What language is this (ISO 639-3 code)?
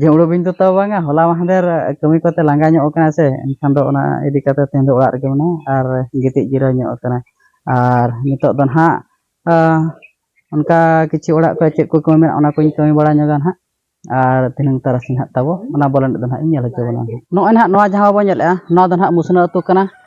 sat